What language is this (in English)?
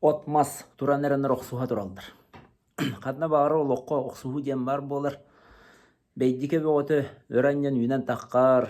Yakut